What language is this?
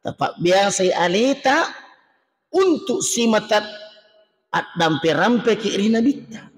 Buginese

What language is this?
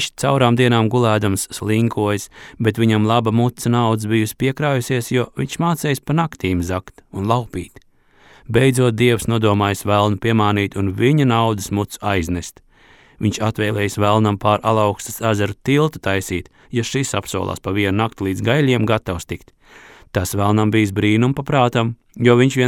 Latvian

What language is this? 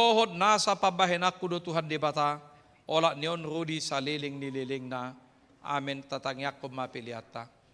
Batak Toba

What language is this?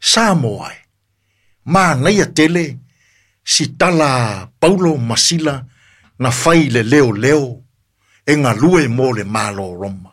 Samoan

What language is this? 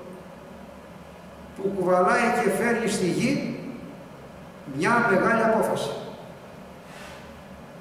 Greek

